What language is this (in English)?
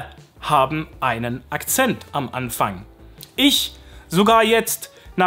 German